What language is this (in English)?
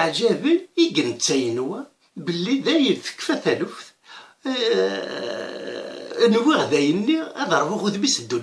Kabyle